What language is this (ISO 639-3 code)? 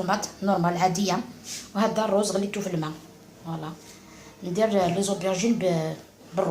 arq